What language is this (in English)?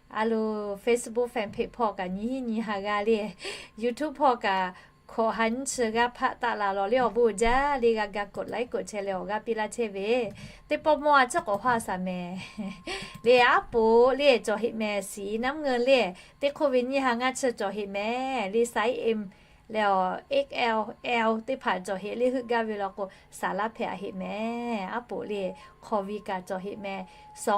Lahu